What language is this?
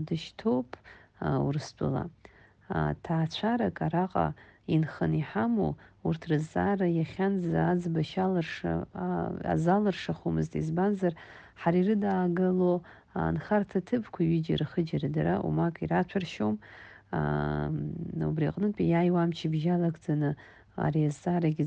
Abkhazian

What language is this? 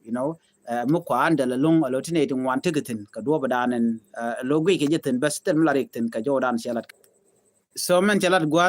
Nuer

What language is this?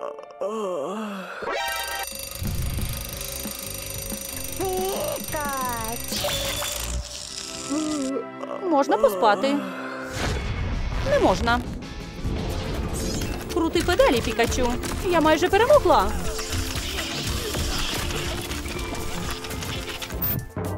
Ukrainian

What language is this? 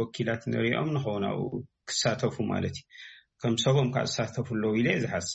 Tigrinya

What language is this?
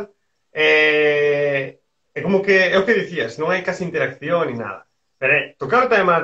Galician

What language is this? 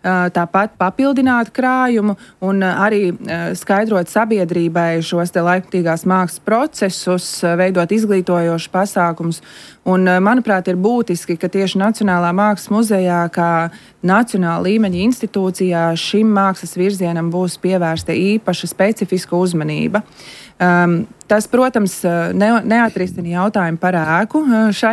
Latvian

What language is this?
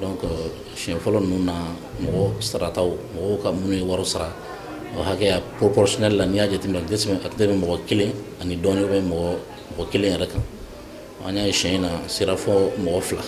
Bambara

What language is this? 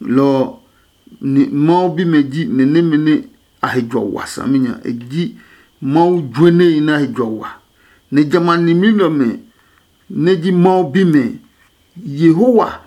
Adangme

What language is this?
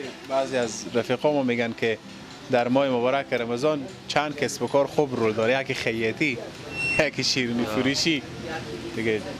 Persian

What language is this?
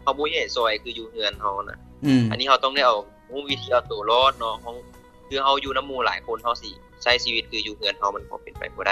Lao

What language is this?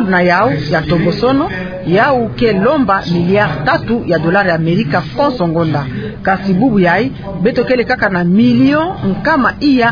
Kituba (Democratic Republic of Congo)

